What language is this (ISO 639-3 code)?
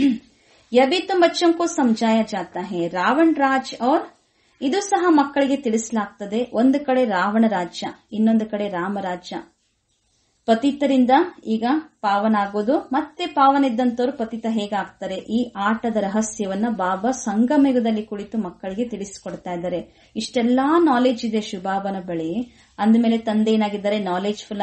kan